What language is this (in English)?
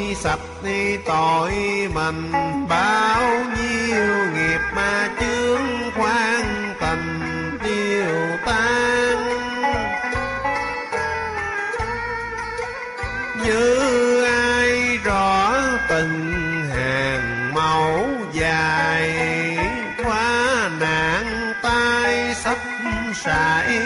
Vietnamese